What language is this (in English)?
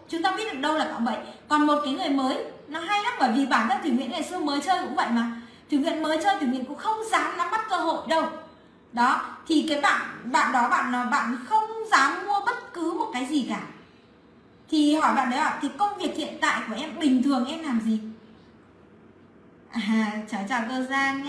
Vietnamese